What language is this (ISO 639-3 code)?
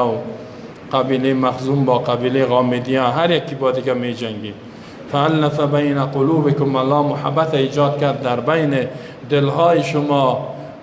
fas